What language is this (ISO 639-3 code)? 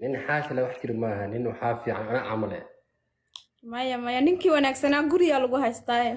som